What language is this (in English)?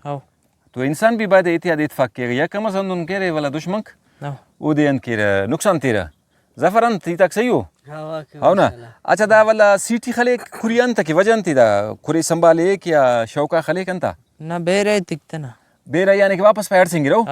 Brahui